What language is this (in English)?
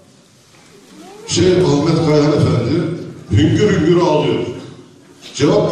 Turkish